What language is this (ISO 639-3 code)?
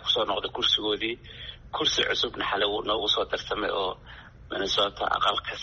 som